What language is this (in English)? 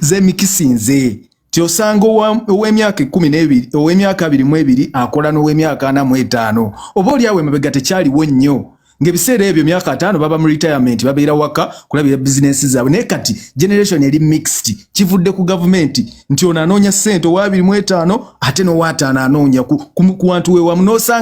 Ganda